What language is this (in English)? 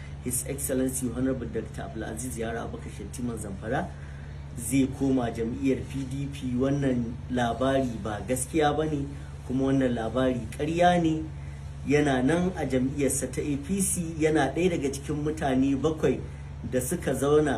Hausa